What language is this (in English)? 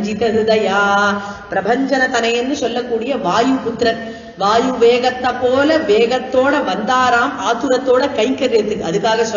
Tamil